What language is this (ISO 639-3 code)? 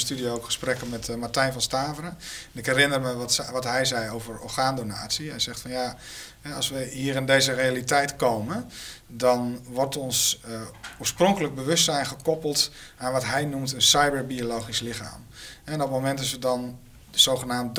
nld